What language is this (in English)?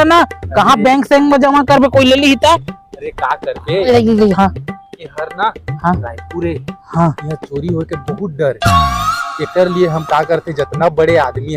Chhattisgarhi